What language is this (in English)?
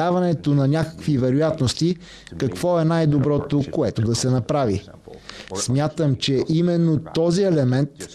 Bulgarian